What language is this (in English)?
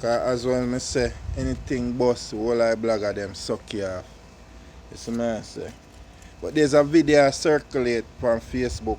Jamaican Creole English